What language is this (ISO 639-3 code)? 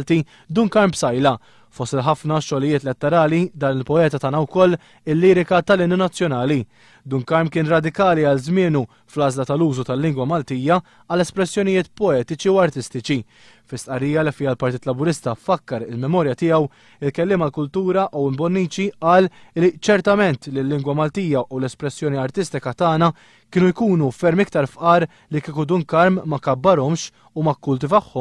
mlt